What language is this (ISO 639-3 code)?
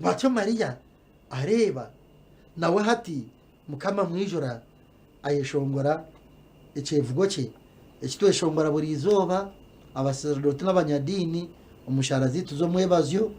nyn